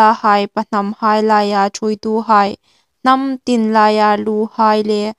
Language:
Hmar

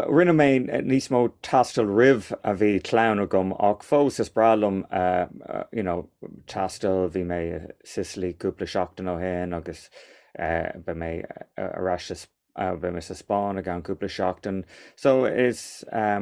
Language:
Irish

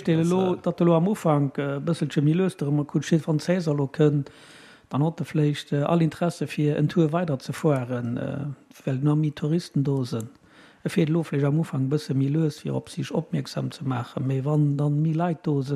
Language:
Luxembourgish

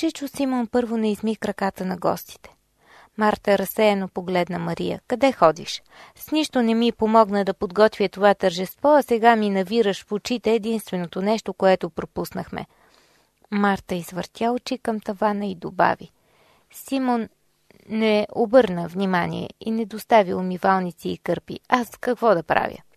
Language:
Bulgarian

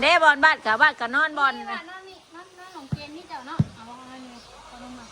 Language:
Northeastern Thai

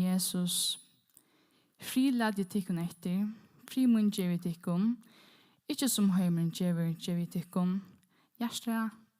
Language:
Faroese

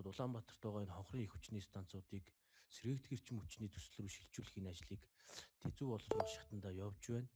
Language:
Mongolian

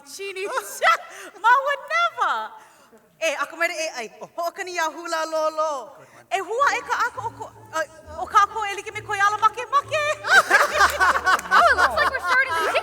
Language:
Hawaiian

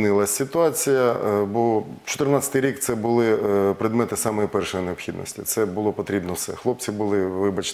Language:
Ukrainian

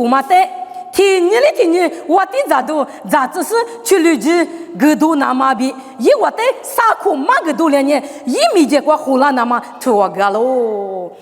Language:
Lisu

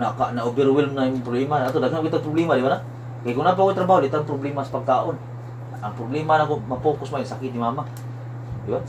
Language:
Cebuano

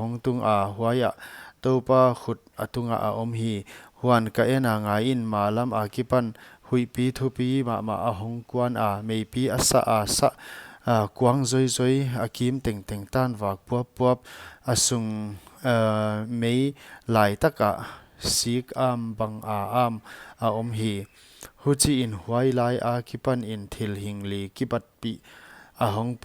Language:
Paite Chin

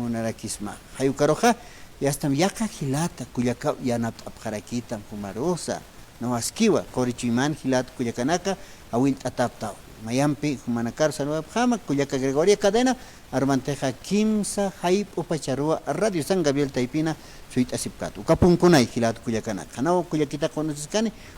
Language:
Aymara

